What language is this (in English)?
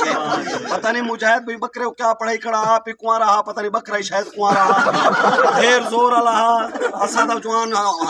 Saraiki